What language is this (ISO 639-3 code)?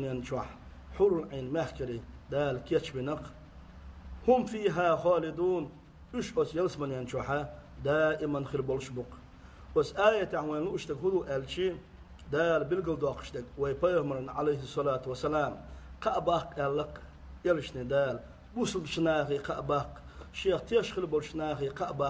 che